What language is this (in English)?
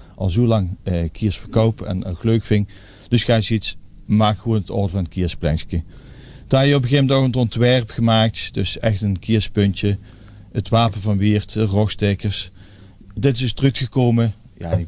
Limburgish